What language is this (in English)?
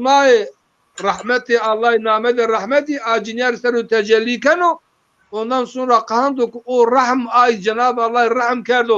Zaza